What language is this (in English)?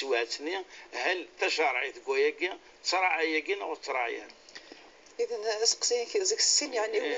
Kabyle